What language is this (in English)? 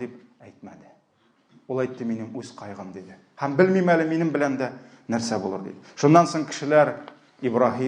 Tatar